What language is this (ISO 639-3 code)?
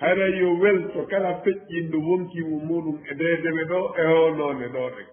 ful